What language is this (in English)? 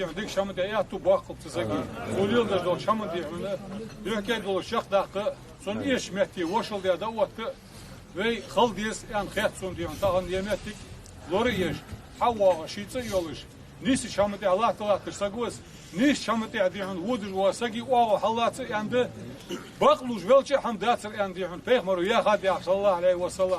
Ingush